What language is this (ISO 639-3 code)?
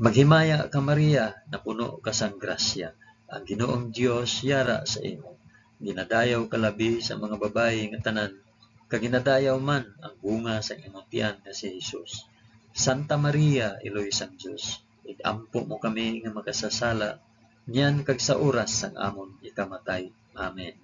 hil